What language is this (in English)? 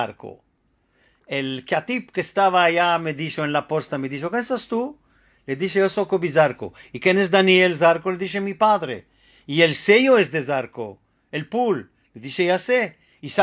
Ladino